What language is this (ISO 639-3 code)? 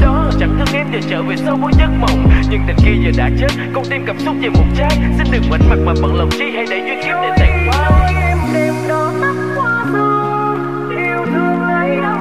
vie